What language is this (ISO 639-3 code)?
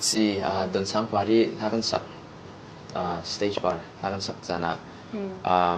cfm